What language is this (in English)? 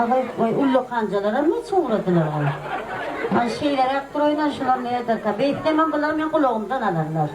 Turkmen